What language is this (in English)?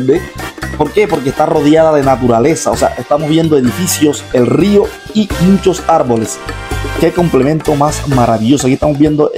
Spanish